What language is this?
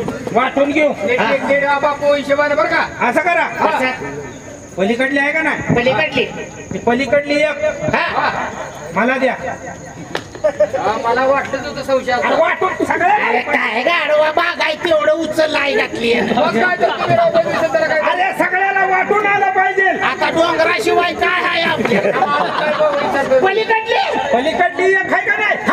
Marathi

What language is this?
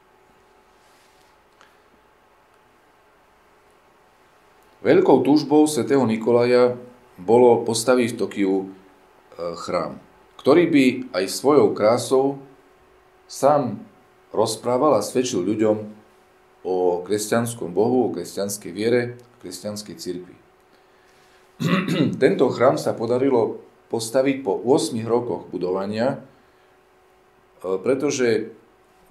Slovak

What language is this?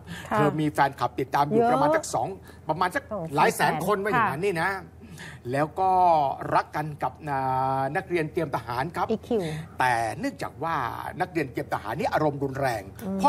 Thai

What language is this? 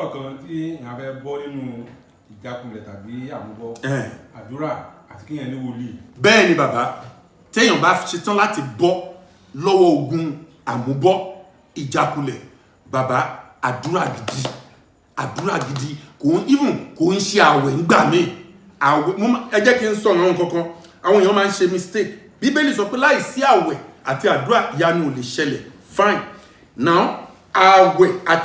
Yoruba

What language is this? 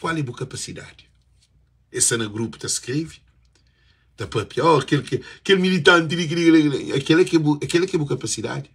Kabuverdianu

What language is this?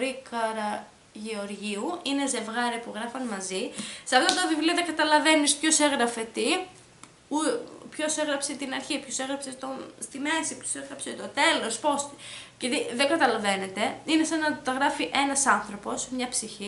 Greek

